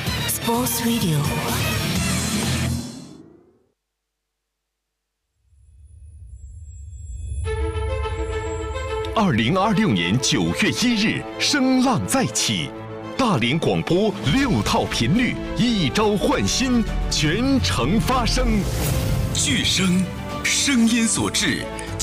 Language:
Chinese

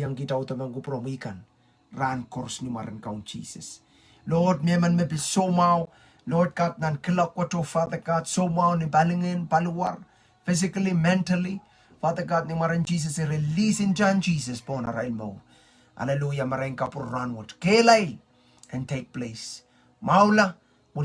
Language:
Pohnpeian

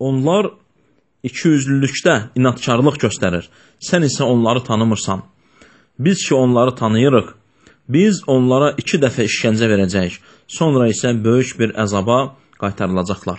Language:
Azerbaijani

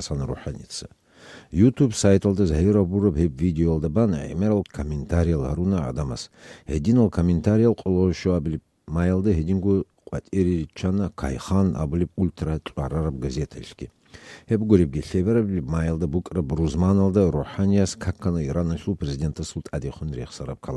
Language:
Avaric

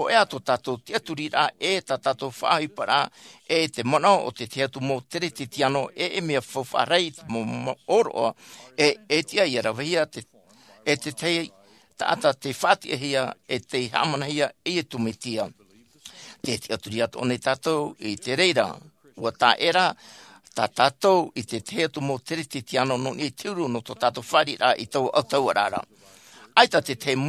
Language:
Tahitian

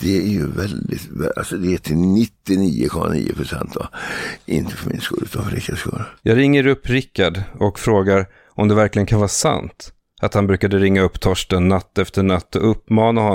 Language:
Swedish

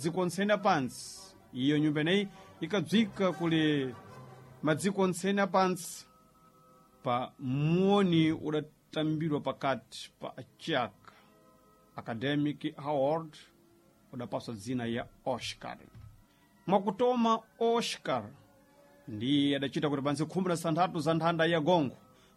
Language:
Sena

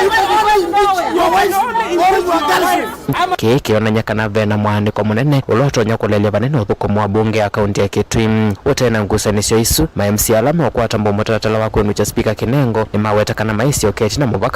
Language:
Kamba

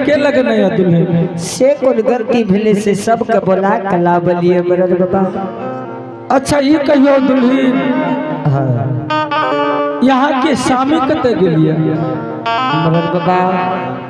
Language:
Angika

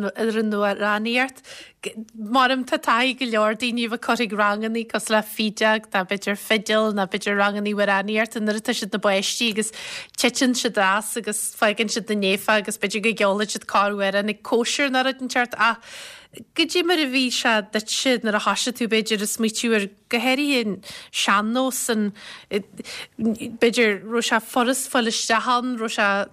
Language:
Irish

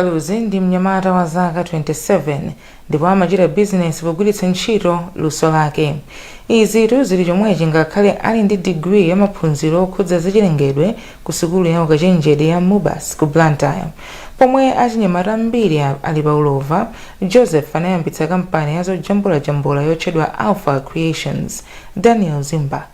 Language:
Nyanja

